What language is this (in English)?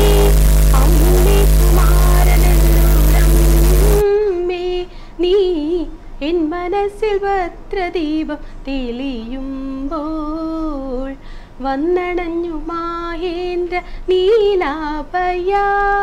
Malayalam